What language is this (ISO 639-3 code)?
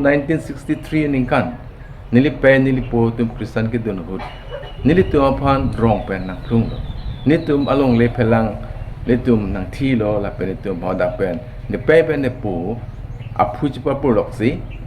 mjw